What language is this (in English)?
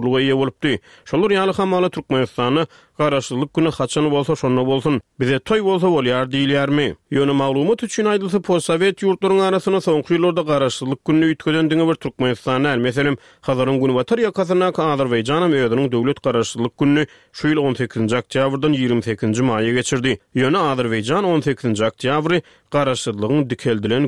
Turkmen